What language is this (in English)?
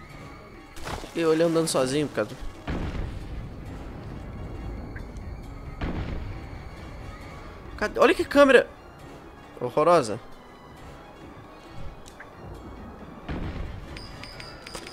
Portuguese